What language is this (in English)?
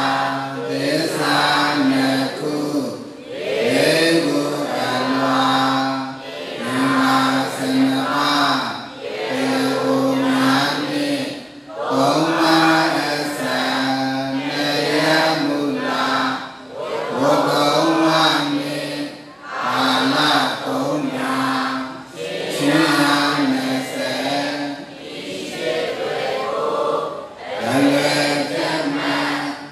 Burmese